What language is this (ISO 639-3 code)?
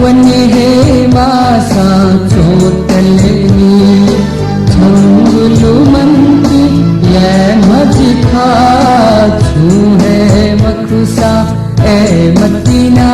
new